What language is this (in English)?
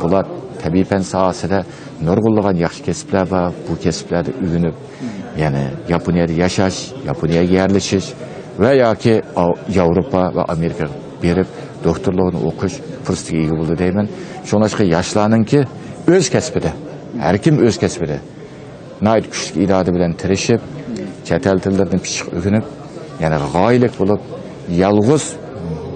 Uyghur